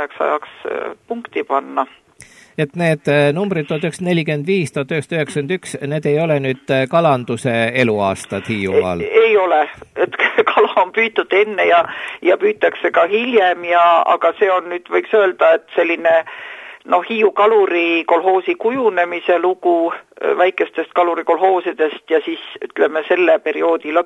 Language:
Estonian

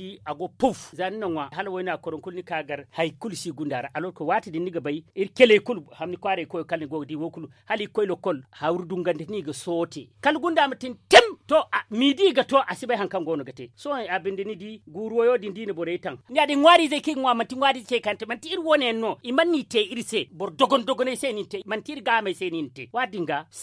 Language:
Zarma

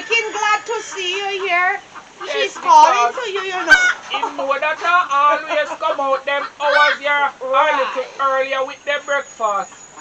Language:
Jamaican Creole English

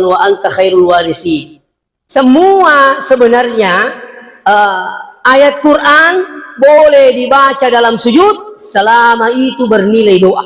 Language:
Buginese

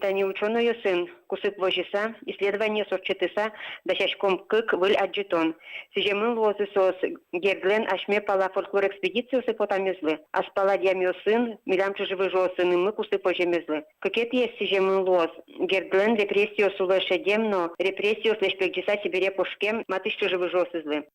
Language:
Udmurt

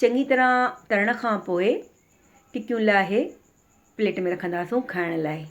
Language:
Sindhi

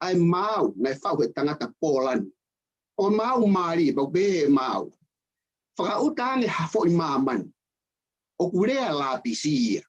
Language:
Tongan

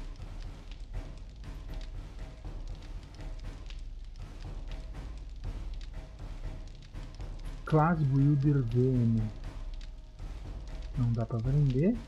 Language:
Portuguese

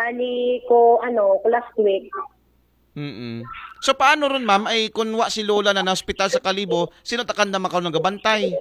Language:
Aklanon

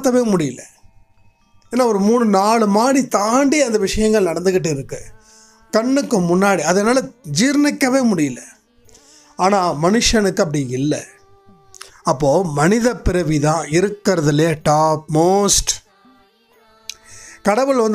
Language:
Tamil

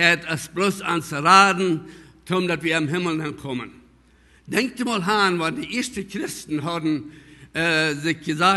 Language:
Plautdietsch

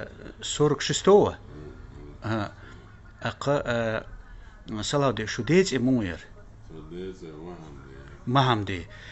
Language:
Chechen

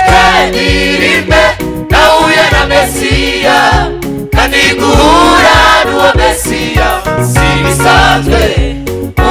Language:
Kinyarwanda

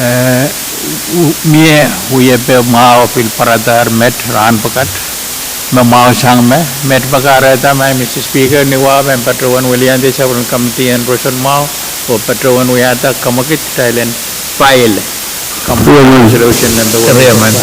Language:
Pohnpeian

